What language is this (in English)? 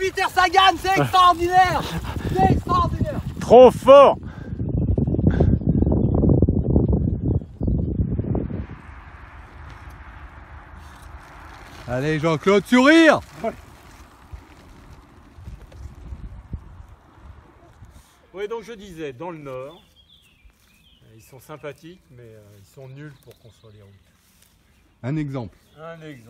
French